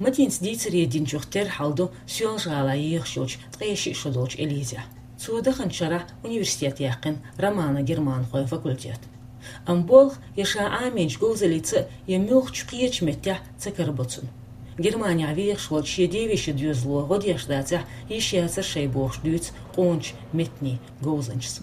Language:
Chechen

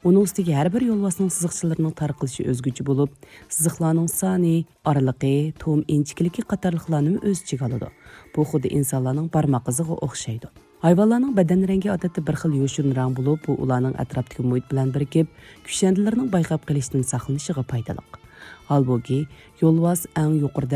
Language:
Uyghur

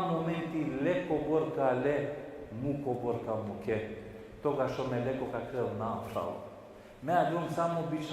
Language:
Balkan Romani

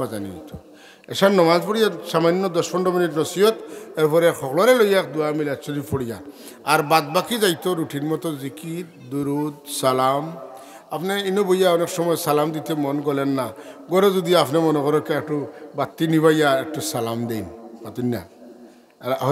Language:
Sylheti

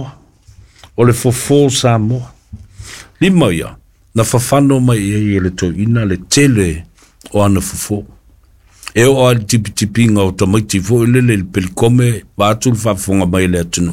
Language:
Samoan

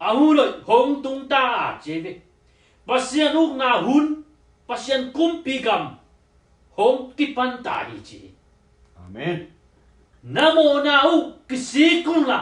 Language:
Tedim Chin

